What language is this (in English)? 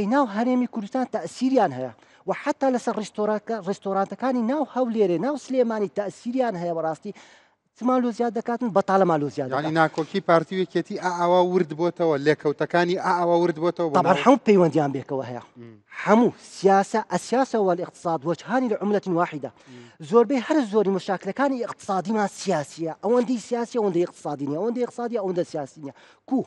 Central Kurdish